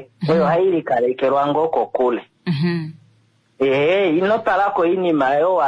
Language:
Kuanyama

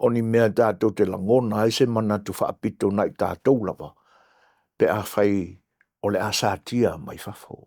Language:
Samoan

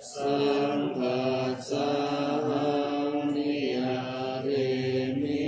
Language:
Pali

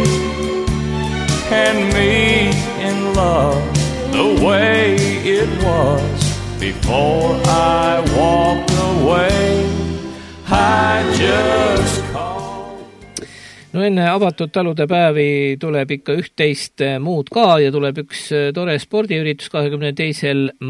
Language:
Estonian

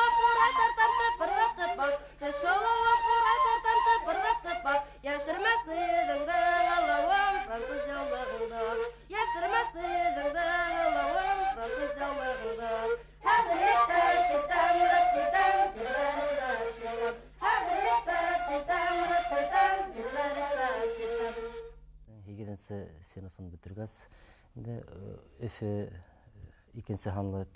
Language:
Bashkir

